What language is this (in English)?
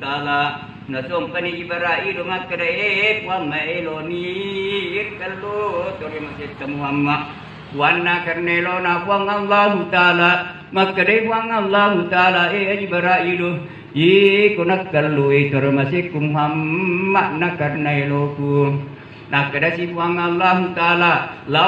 Buginese